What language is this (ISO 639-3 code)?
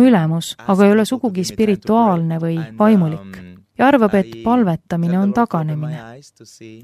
est